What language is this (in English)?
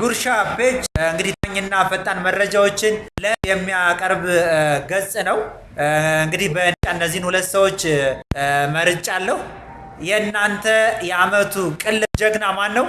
Amharic